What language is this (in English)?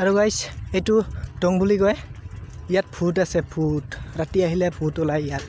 Assamese